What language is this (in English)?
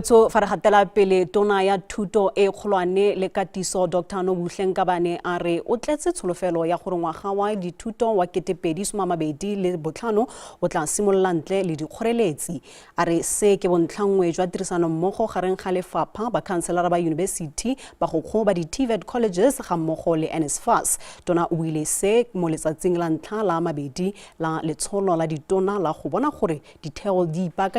Tswana